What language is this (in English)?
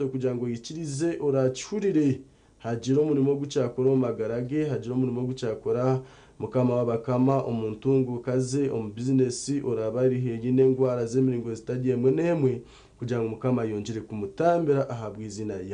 Nyankole